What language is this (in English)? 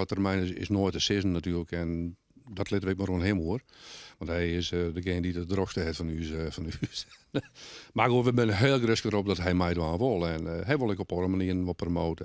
Western Frisian